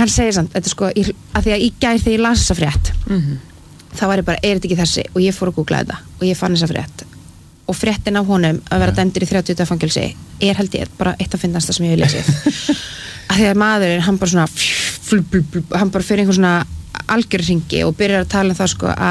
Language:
Icelandic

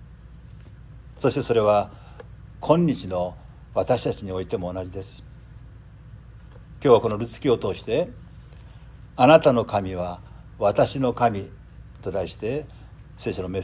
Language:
Japanese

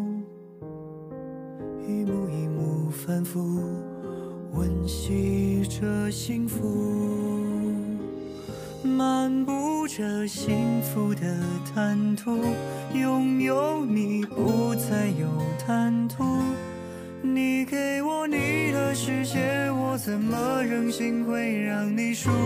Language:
Chinese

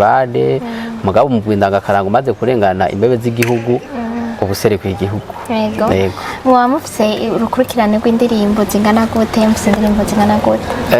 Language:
Rundi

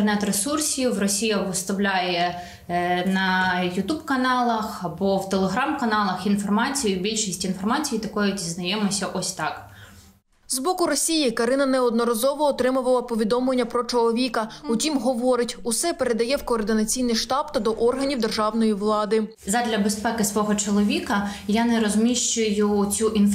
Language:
Ukrainian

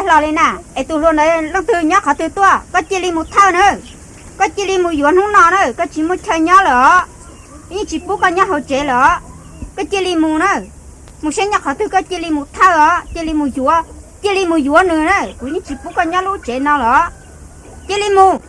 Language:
Hmong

